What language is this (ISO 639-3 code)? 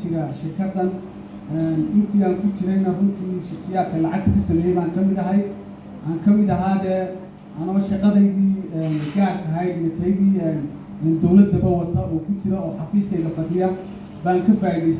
som